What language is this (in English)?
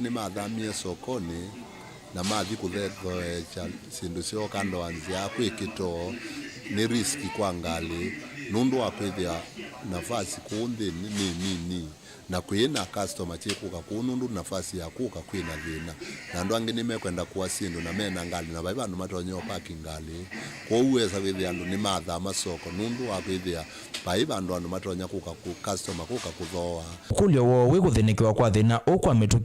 Kamba